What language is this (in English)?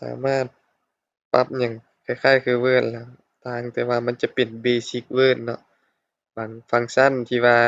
Lao